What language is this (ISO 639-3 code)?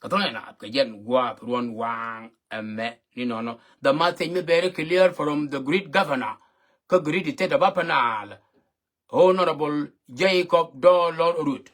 nus